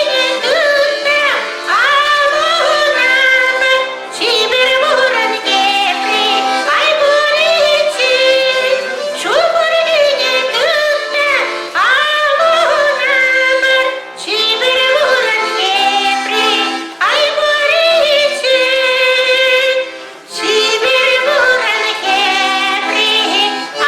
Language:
Chuvash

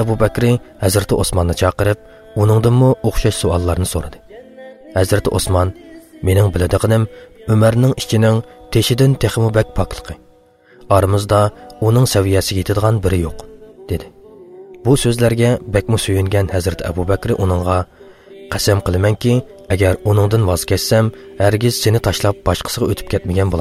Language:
Uyghur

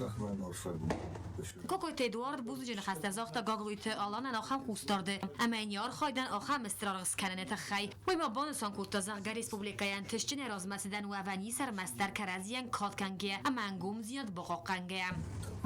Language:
Ossetic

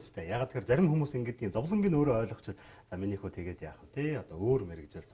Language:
Mongolian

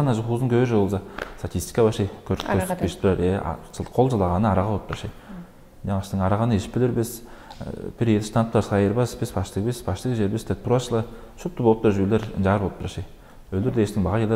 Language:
Tuvinian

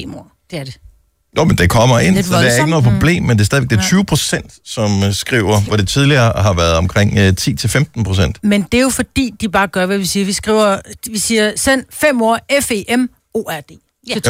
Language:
Danish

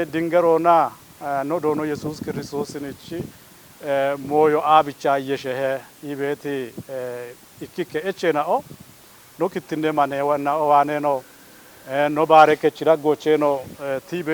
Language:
Kafa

